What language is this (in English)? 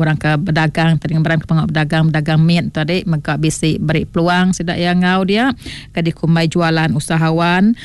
Iban